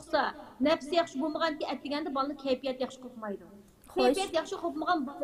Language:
Uyghur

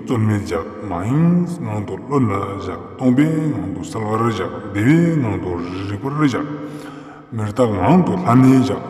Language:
Ladakhi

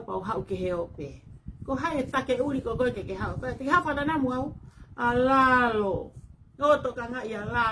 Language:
Tongan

